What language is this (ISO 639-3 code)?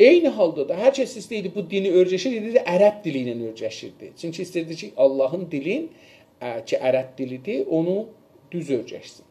azb